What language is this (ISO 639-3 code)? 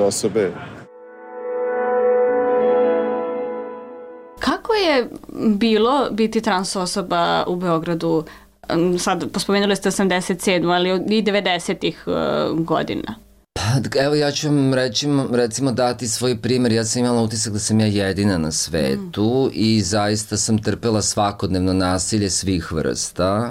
srp